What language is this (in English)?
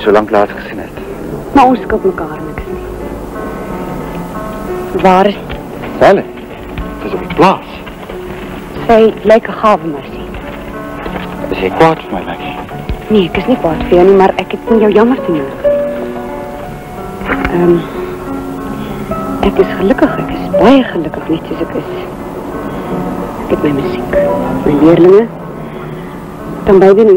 Afrikaans